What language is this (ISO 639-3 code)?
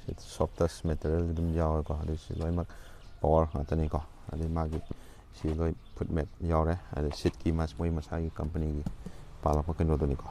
mni